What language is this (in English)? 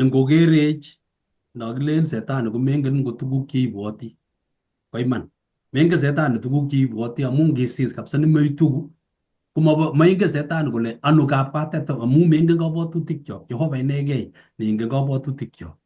Kalenjin